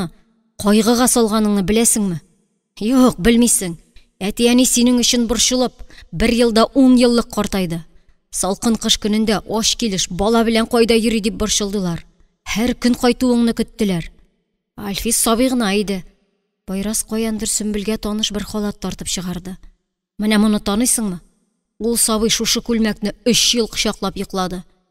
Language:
Tatar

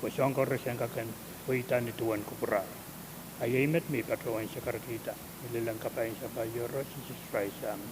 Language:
Pohnpeian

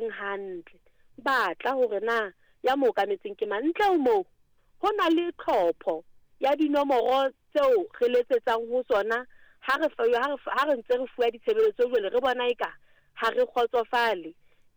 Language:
Southern Sotho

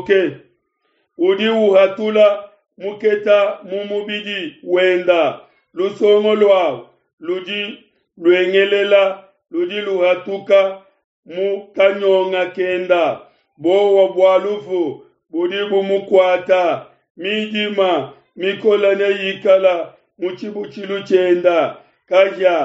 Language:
Luba-Lulua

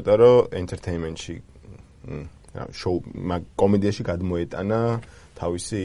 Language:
Georgian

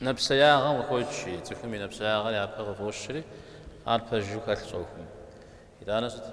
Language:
Kabardian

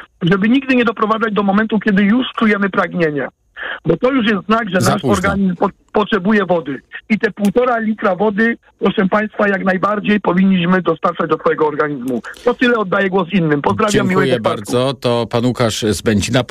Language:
Polish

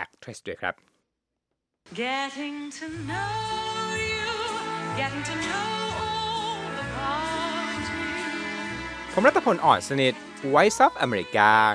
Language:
Thai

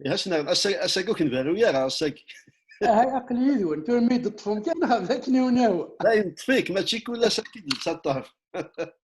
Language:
Kabyle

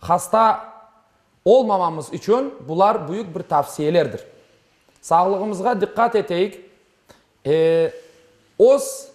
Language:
Crimean Tatar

